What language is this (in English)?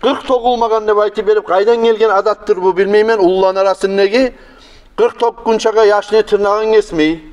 Kumyk